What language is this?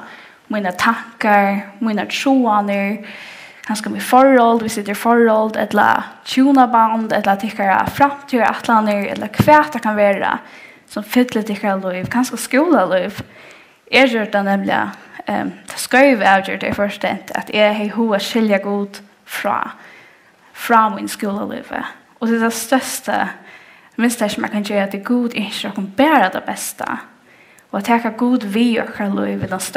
Faroese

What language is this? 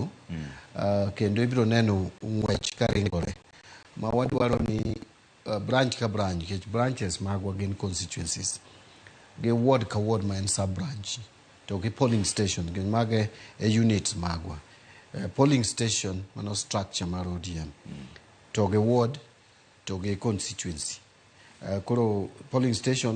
Luo (Kenya and Tanzania)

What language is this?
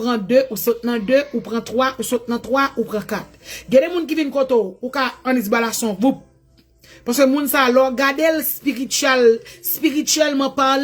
Haitian Creole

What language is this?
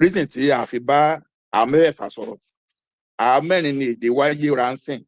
Yoruba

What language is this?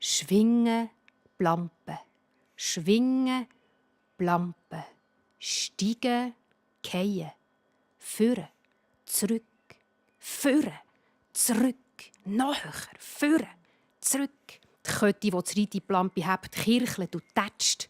Swiss German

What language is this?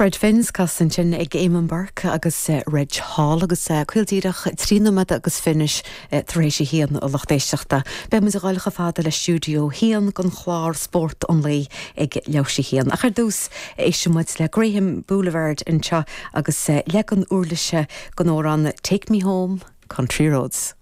Irish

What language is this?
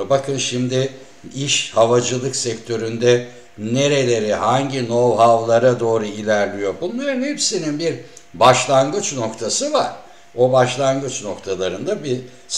Turkish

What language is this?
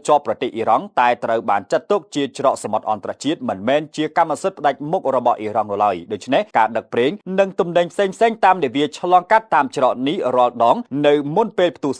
Khmer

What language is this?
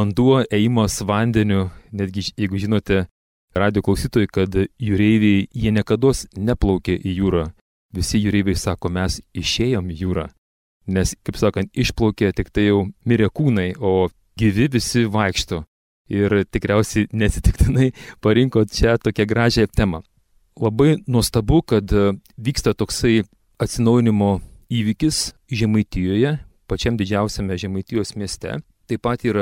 Lithuanian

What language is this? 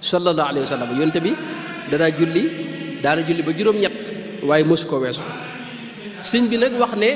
Wolof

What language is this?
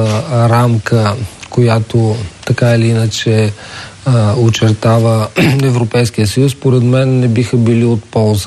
Bulgarian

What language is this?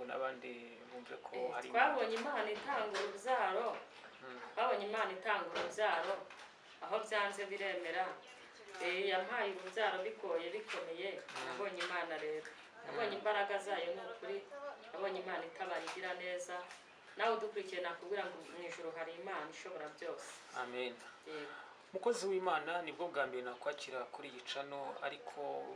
Kinyarwanda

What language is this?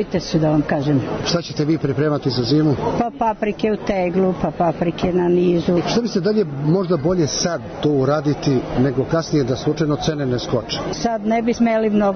Serbian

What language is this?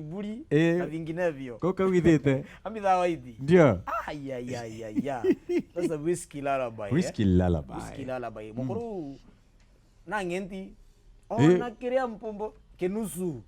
Meru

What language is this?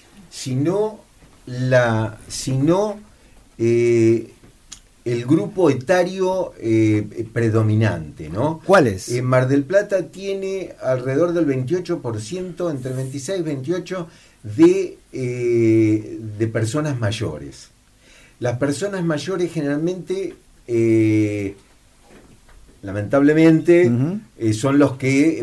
Spanish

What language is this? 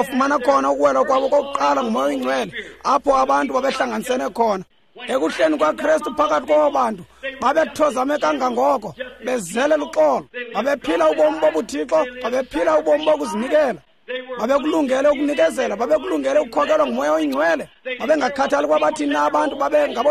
Xhosa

